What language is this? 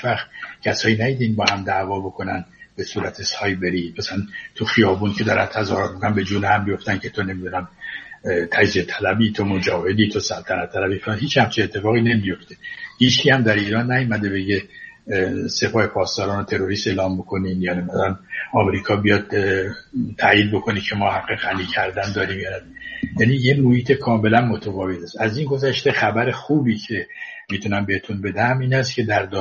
Persian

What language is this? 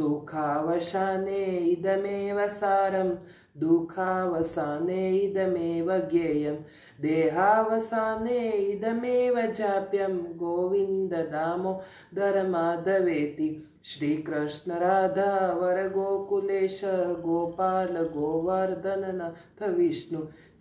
Sanskrit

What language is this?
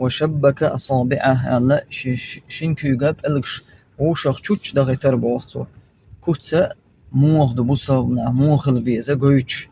Chechen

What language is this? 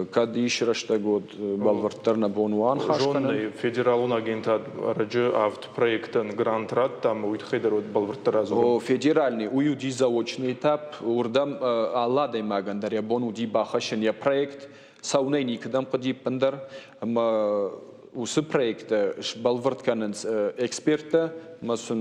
Ossetic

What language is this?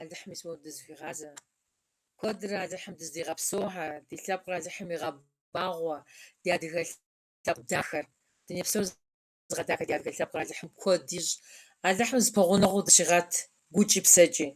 Kabardian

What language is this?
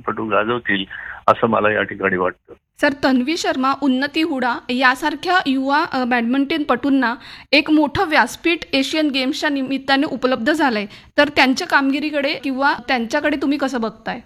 Marathi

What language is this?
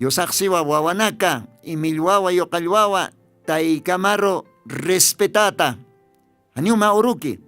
Aymara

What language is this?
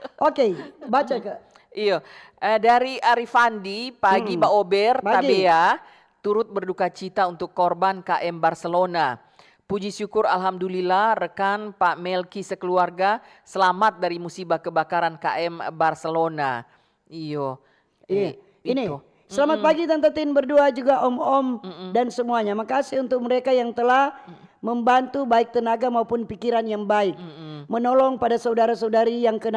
Manado Malay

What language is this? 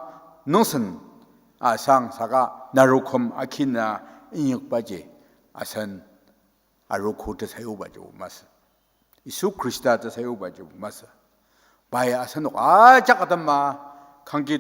Ao Naga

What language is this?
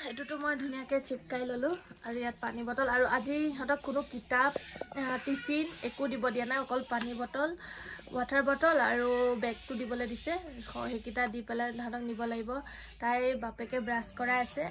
Assamese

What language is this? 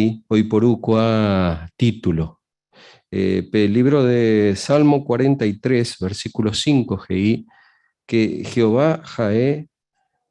Guarani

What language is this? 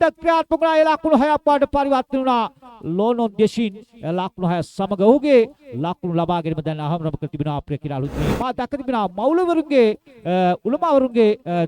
Sinhala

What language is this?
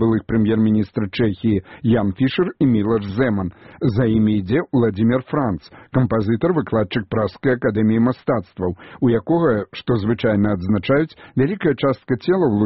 Belarusian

